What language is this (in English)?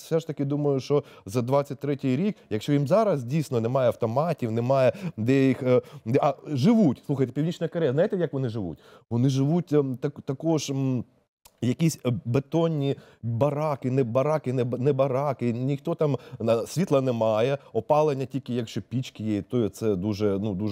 Ukrainian